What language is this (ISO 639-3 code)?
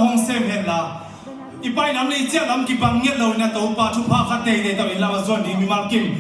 ctd